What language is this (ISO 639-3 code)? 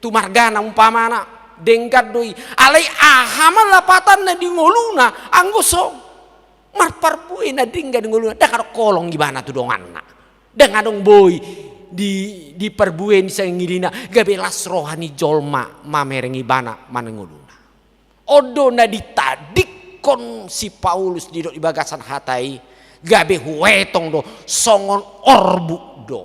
bbc